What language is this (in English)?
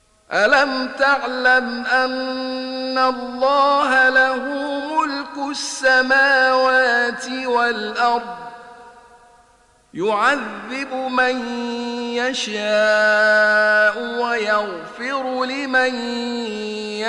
Arabic